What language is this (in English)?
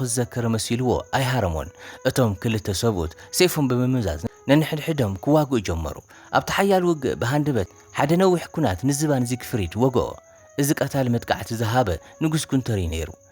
Tigrinya